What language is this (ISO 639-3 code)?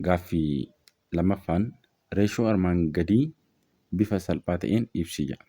orm